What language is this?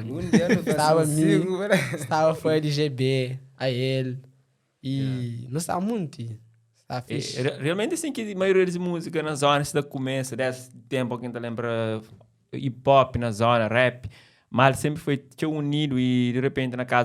Kabuverdianu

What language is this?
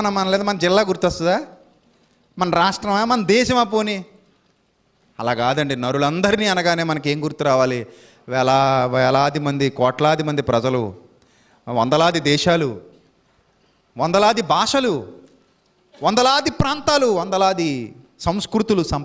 Telugu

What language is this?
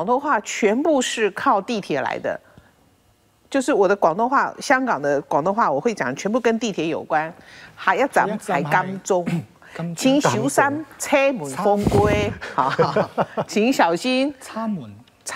Chinese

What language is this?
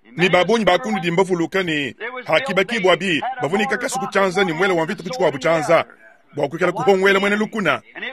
Luba-Lulua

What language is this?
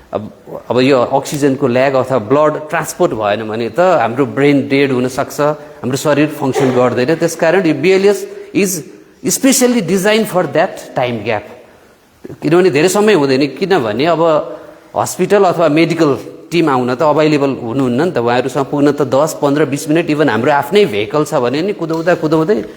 Nepali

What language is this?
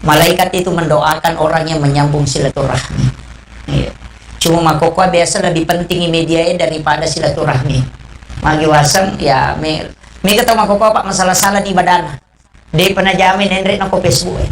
Buginese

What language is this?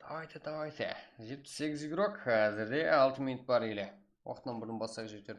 Kara-Kalpak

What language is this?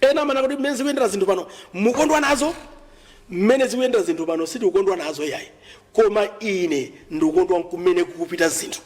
Nyanja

